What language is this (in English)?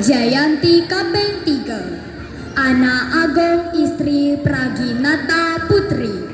Balinese